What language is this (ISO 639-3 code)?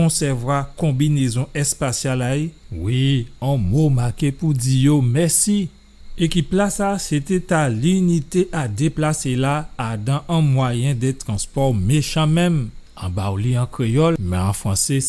gcf